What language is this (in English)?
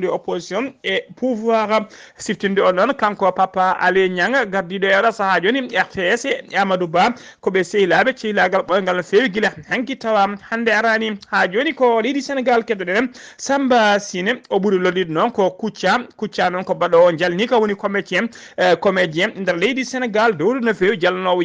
Fula